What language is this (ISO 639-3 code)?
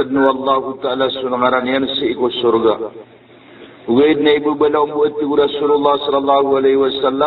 mrw